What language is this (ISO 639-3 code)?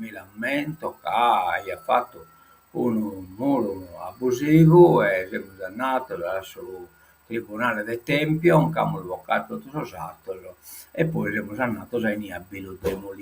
srd